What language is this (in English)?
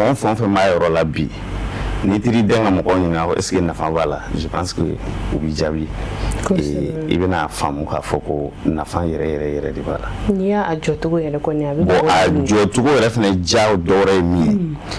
Bambara